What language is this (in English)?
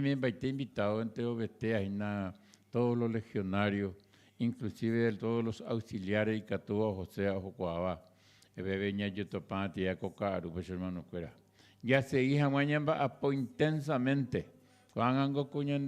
Guarani